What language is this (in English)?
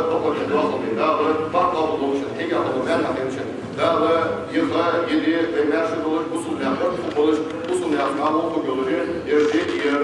Ingush